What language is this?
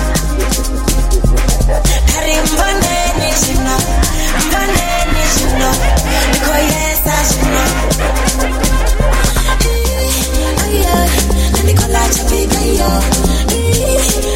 English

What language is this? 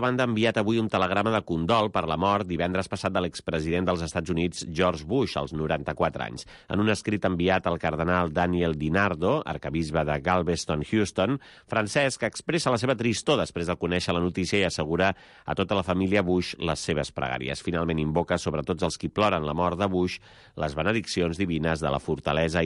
Catalan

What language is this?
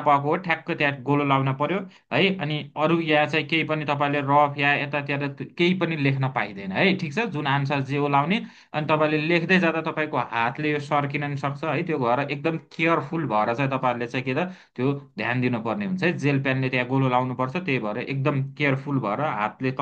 Nepali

